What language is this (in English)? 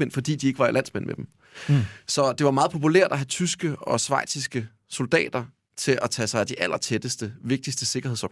Danish